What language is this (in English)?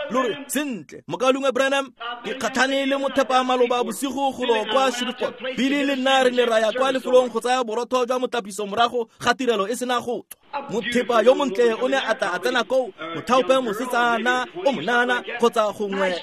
Tswana